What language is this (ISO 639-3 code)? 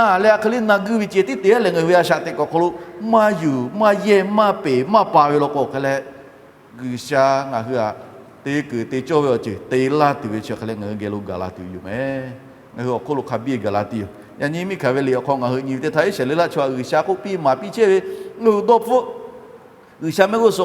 lhu